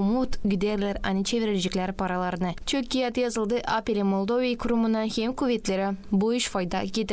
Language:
Gagauz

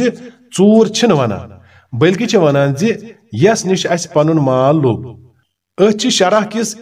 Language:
Kashmiri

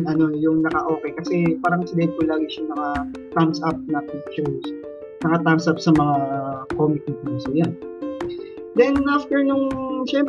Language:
Filipino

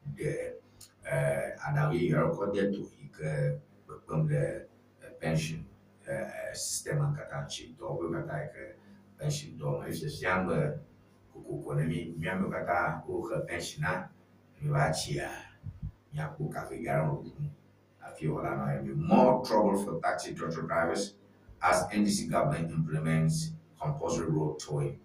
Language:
Ewe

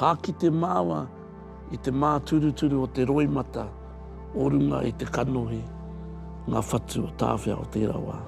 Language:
Māori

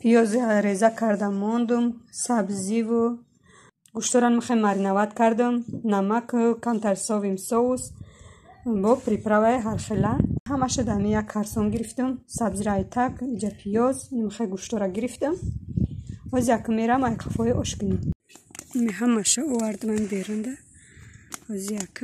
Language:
Tajik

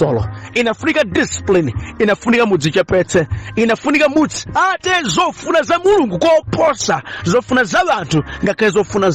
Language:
Nyanja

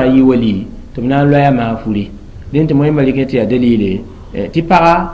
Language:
Mossi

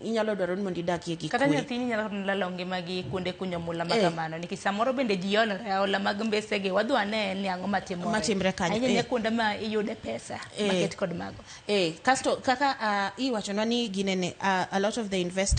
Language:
Luo (Kenya and Tanzania)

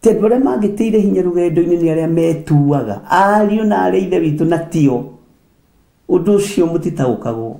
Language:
Kikuyu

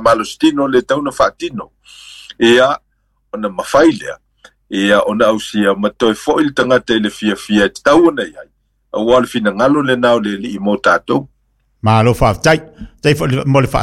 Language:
Samoan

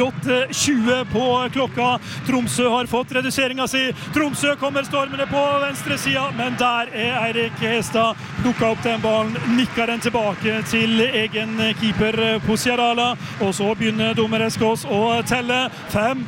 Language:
Norwegian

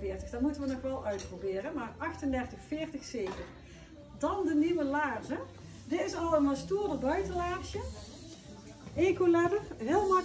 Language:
Dutch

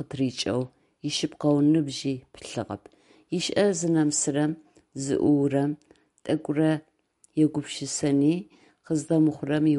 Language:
Adyghe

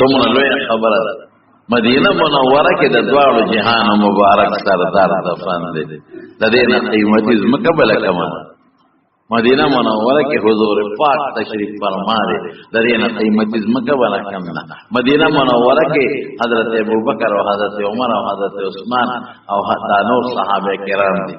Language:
Pashto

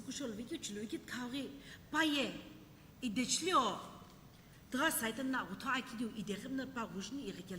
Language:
Sumi Naga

